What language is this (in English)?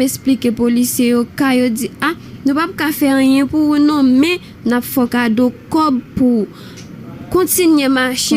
Haitian Creole